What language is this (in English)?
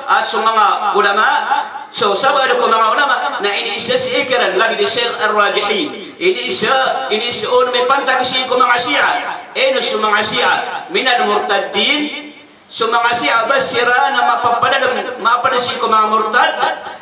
Maranao